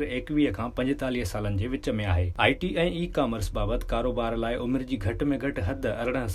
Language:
Sindhi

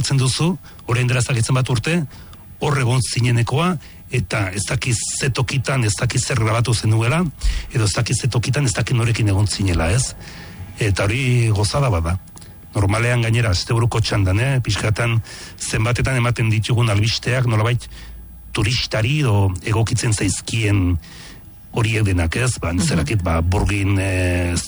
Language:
Basque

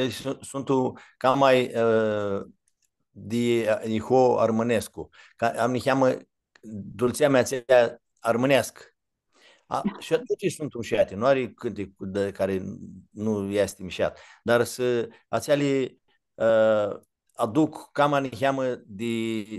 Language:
Aromanian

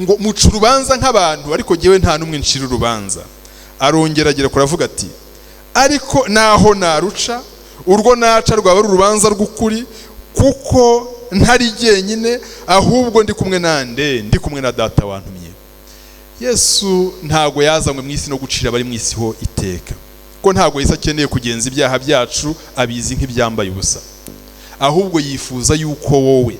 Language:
Kinyarwanda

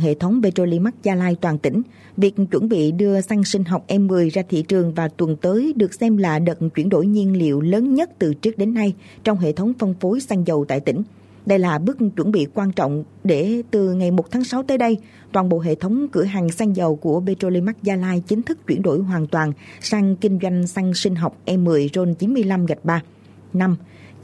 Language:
Vietnamese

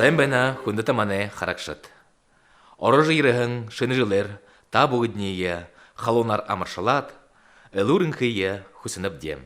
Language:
Buriat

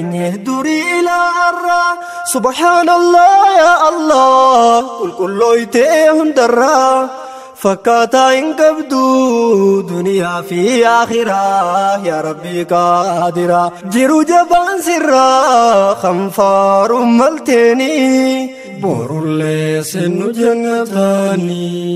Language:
Oromo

